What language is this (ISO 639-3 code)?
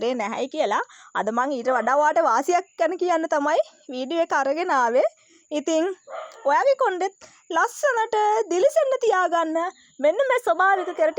sin